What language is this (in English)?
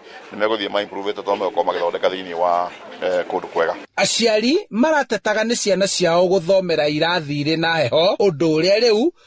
Kikuyu